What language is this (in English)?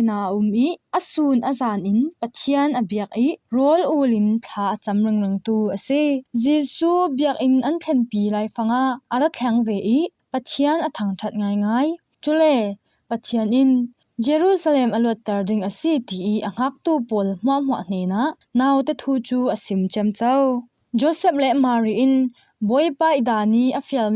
Falam Chin